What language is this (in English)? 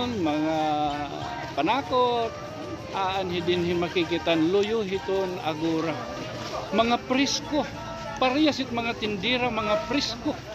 Waray